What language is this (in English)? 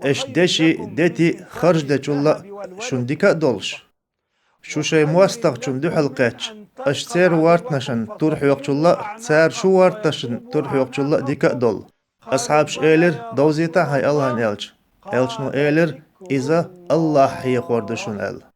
Chechen